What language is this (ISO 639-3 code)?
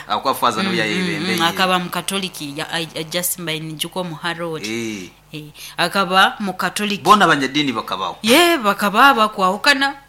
nyo